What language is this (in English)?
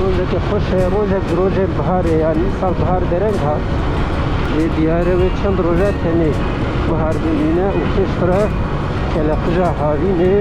Kurdish